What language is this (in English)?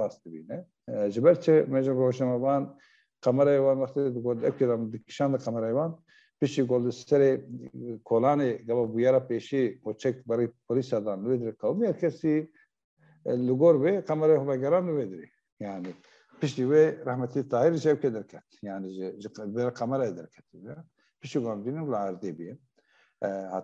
Kurdish